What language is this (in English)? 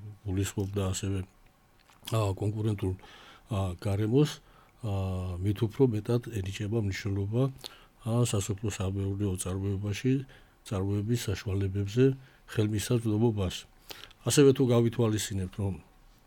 Georgian